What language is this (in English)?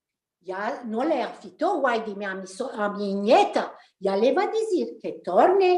Ladino